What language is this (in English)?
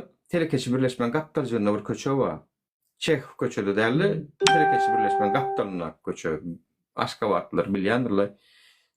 Turkmen